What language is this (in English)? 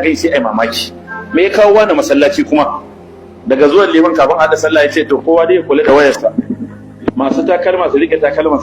Hausa